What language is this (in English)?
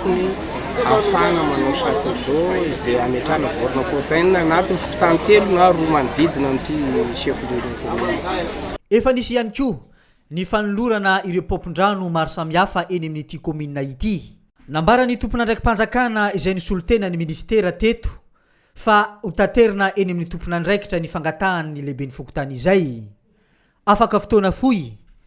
Malagasy